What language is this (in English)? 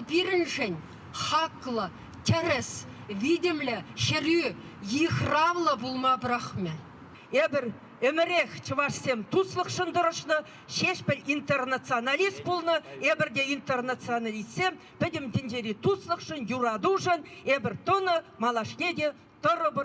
Chuvash